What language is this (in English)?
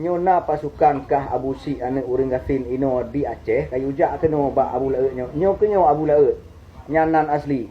Achinese